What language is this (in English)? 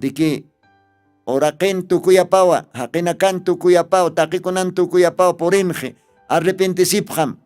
Aymara